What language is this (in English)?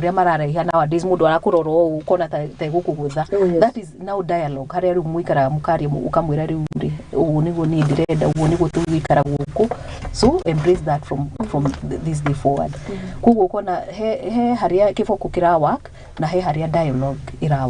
Kikuyu